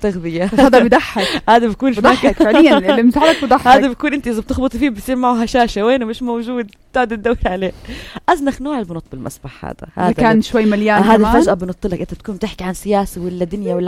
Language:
North Levantine Arabic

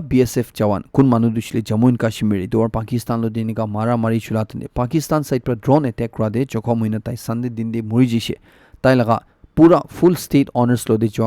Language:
Naga Pidgin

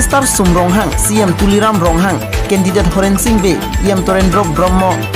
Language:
Karbi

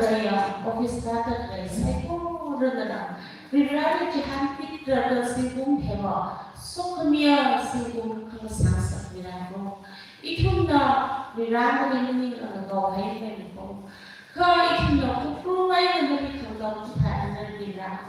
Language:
Tangkhul Naga (India)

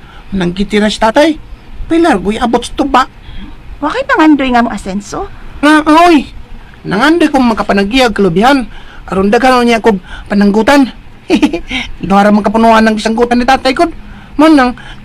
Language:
Cebuano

